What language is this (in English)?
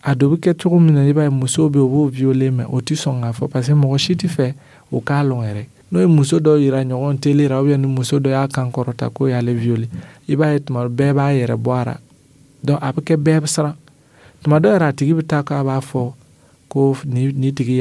Dyula